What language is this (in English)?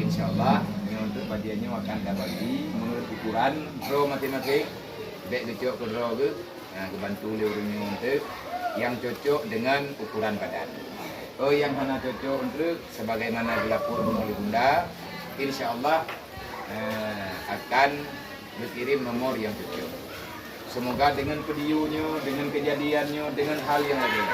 Achinese